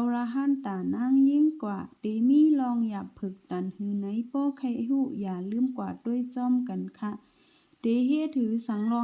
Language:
Shan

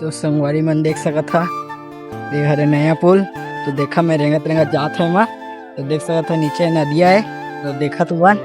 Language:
Chhattisgarhi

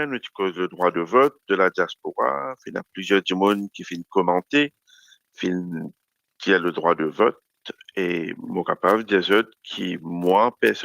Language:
Morisyen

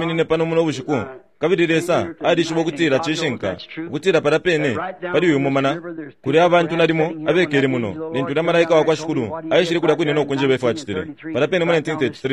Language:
Bemba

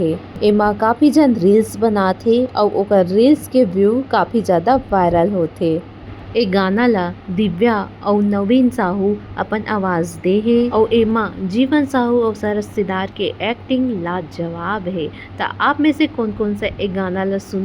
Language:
Chhattisgarhi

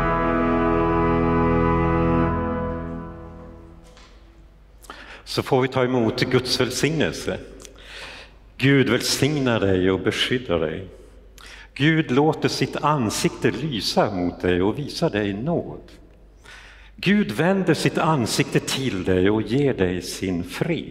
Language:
Swedish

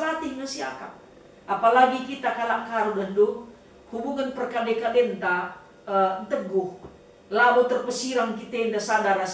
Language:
Batak Karo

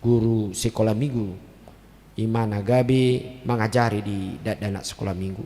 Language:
Batak Toba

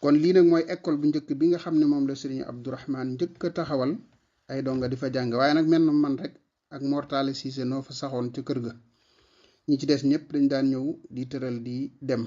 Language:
Wolof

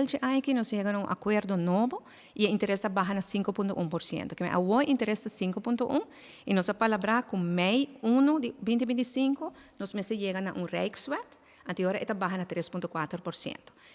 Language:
Papiamento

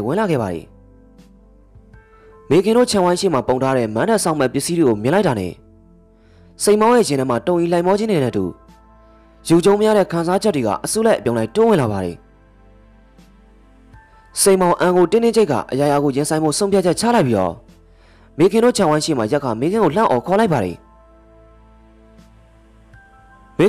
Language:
Burmese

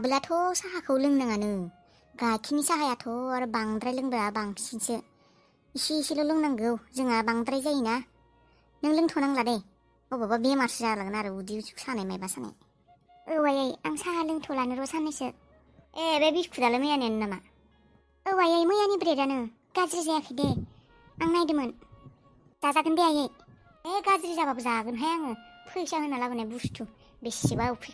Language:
Bodo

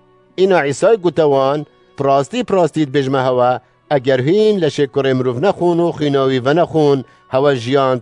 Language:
Kurdish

